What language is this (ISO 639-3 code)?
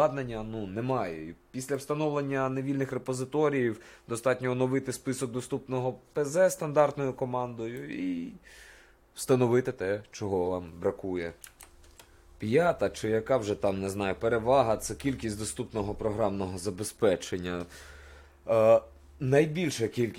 ukr